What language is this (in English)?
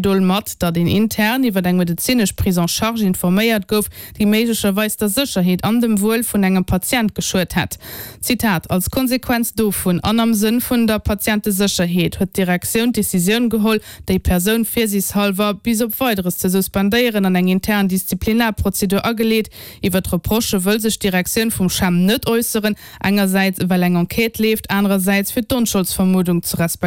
Luxembourgish